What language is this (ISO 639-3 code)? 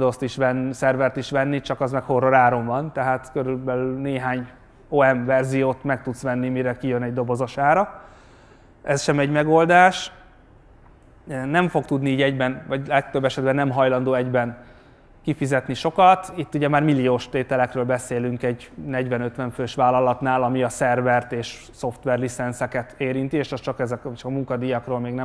hun